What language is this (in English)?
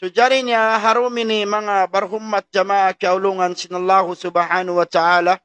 Tausug